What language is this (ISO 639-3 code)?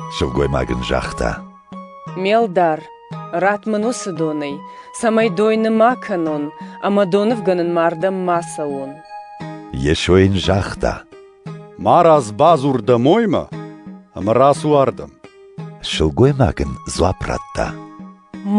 oss